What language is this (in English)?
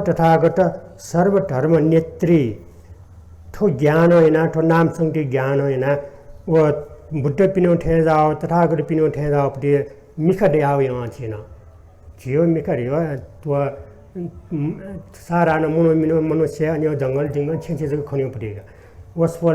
Newari